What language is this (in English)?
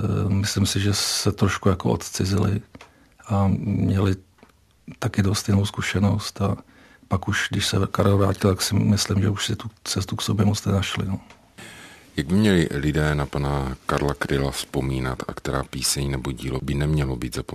Czech